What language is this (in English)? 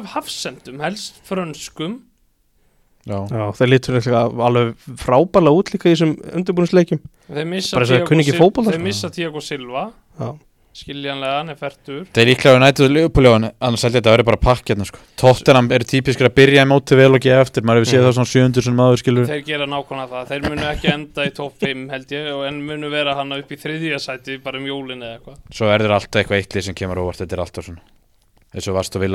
Icelandic